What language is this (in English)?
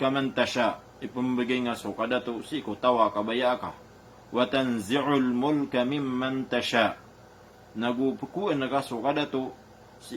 Maranao